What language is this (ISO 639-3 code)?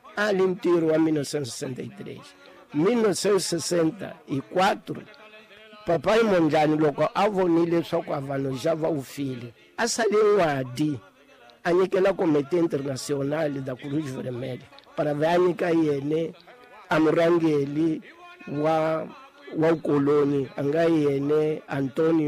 tso